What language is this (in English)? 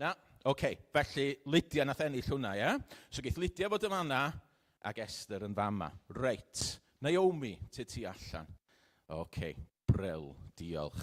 Welsh